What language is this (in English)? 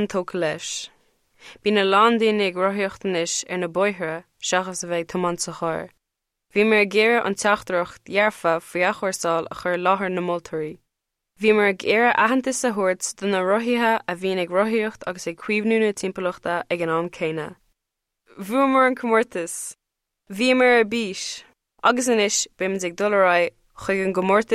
Irish